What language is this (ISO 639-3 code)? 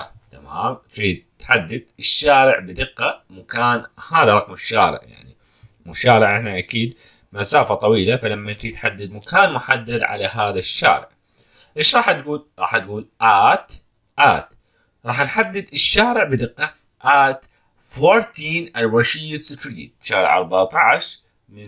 acm